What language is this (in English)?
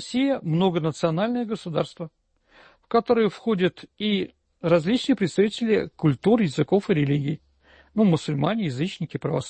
Russian